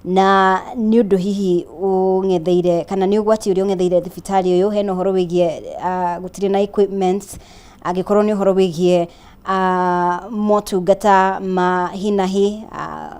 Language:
Kikuyu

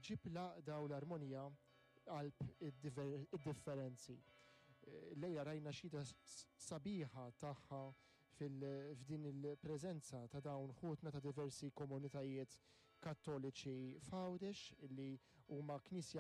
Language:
Maltese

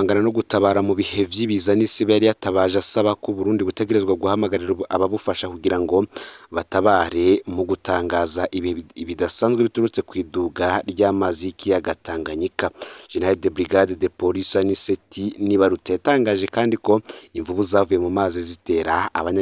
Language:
Rundi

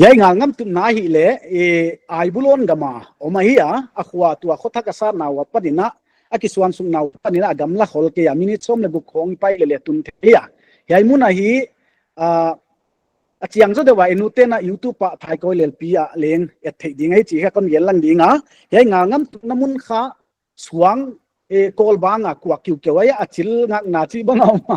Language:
Paite Chin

